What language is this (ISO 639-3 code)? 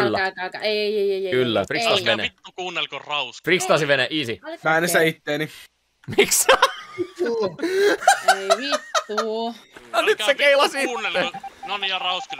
fin